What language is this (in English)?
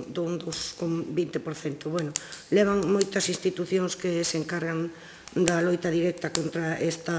Galician